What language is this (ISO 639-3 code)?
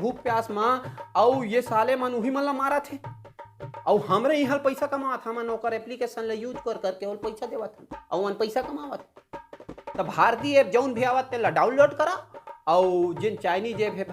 hne